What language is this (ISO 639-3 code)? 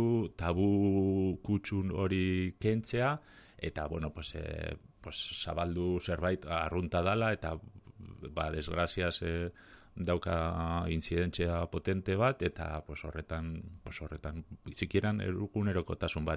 eus